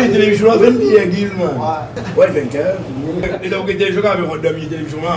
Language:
Morisyen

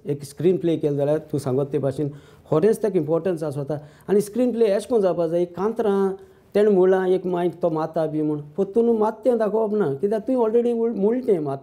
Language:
Konkani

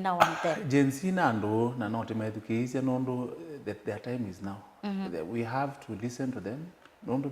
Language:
Kamba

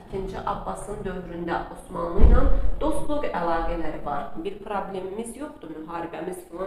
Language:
Azerbaijani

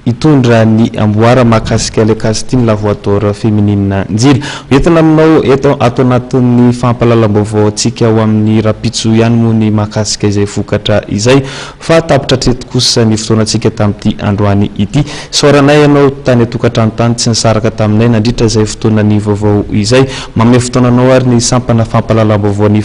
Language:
Malagasy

